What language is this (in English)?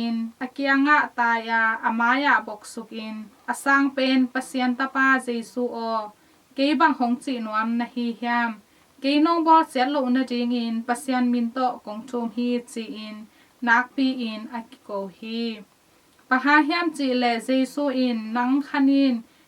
Tedim Chin